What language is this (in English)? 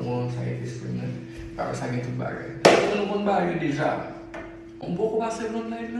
Haitian Creole